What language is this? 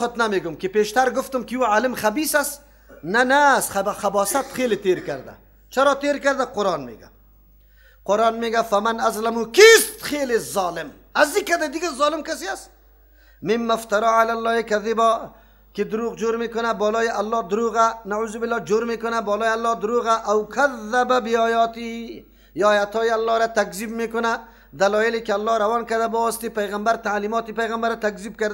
Tajik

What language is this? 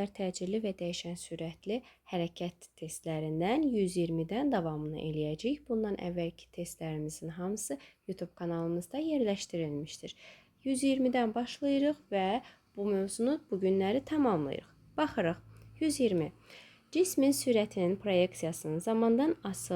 Azerbaijani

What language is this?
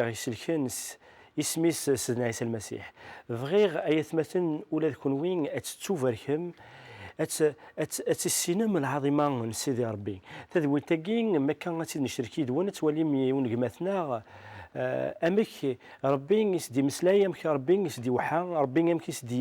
Kabyle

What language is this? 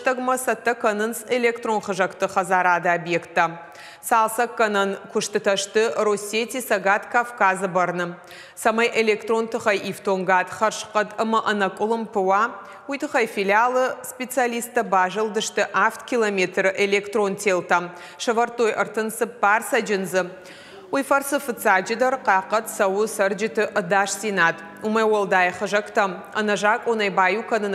Ossetic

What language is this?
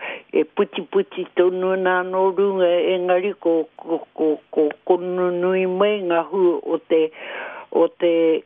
Māori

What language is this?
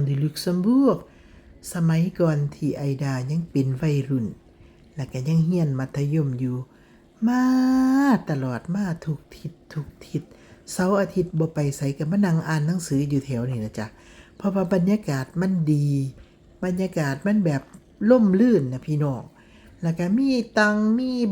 Lao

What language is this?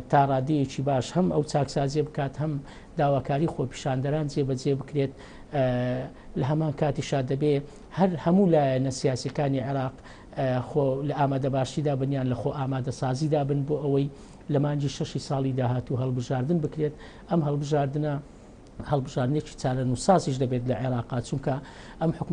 Central Kurdish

